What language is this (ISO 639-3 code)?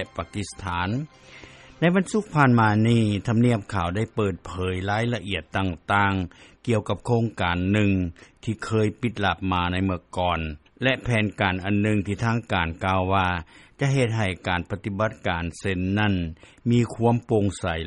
lao